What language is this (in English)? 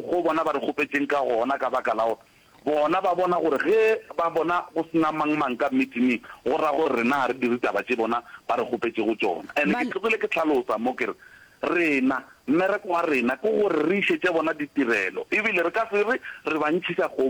Northern Sotho